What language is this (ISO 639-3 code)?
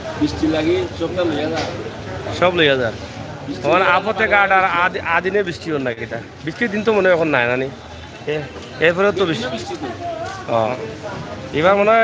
syl